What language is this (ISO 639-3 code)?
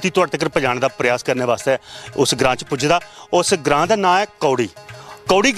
doi